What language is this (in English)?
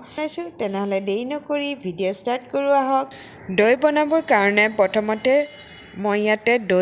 Assamese